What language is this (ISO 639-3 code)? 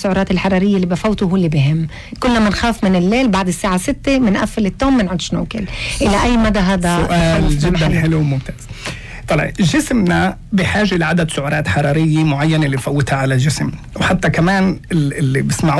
apc